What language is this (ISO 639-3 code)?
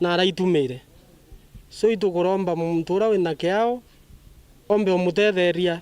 mer